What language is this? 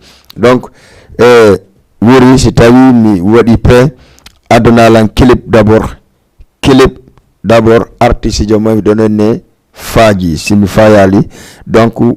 Fula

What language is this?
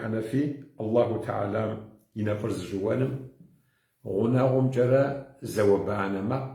Kabardian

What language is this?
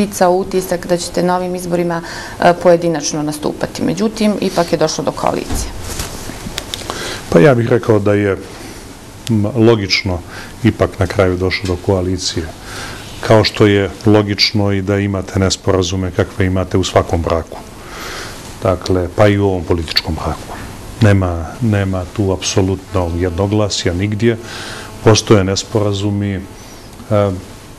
Bosnian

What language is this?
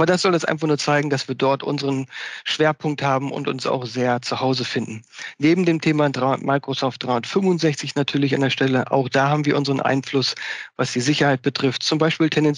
German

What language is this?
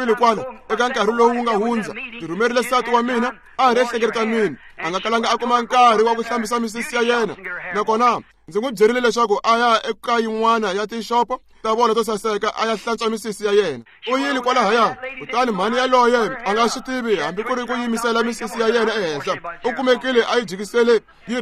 Tsonga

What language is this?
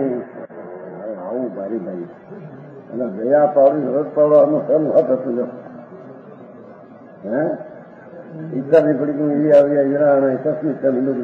Gujarati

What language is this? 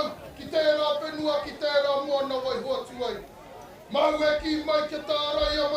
Māori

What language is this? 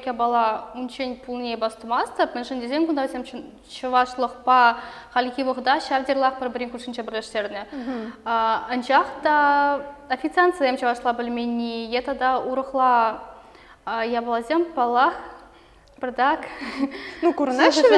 Chuvash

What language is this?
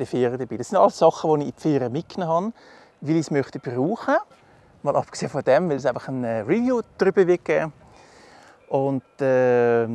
Swiss German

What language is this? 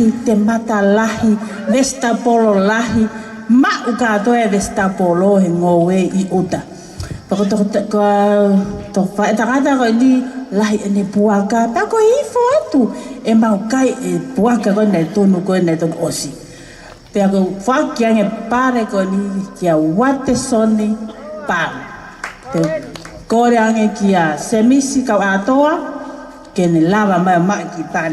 Tongan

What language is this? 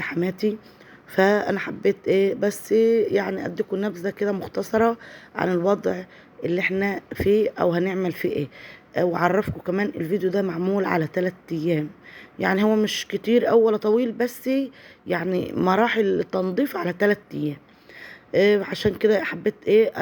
Egyptian Arabic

